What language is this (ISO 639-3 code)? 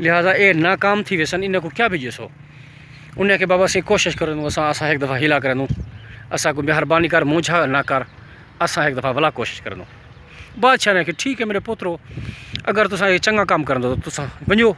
skr